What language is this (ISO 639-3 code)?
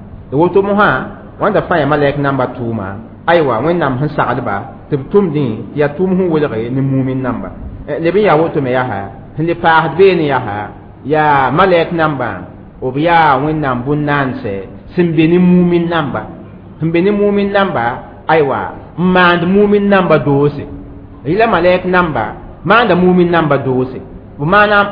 mos